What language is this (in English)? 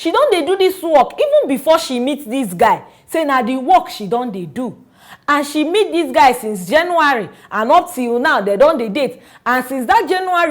Nigerian Pidgin